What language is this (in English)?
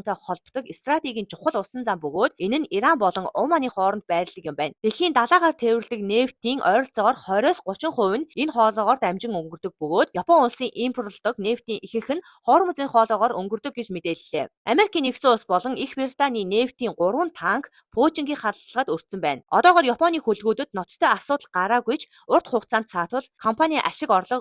Mongolian